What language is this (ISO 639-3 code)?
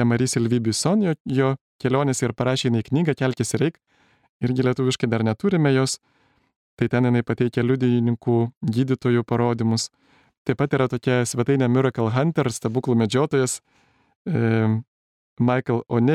lit